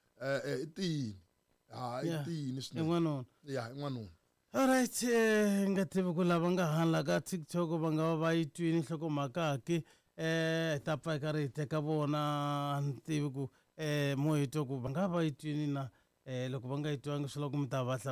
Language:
Tsonga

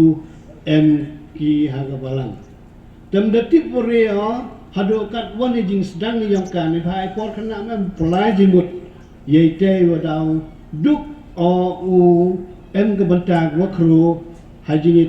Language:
Pnar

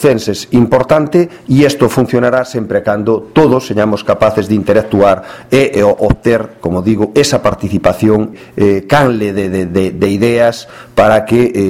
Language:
Galician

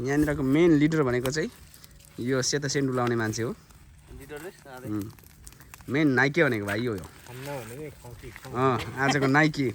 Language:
Nepali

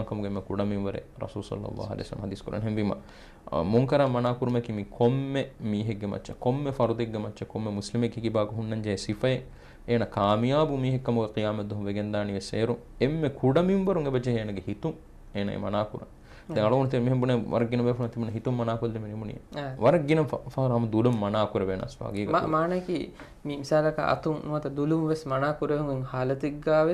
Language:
Divehi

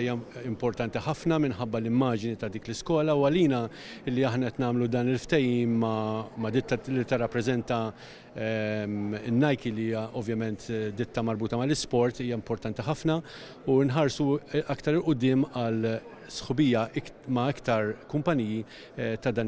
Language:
Maltese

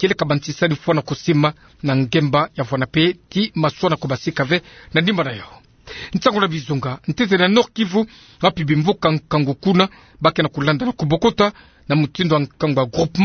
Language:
Kituba (Democratic Republic of Congo)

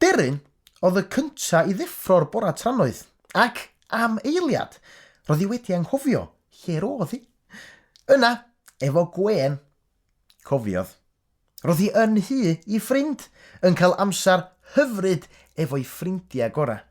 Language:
Welsh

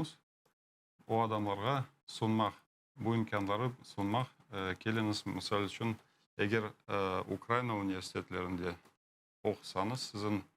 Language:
Crimean Tatar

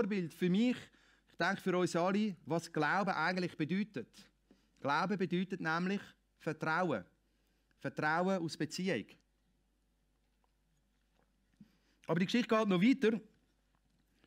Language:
German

